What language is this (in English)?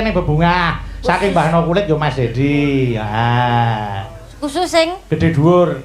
Javanese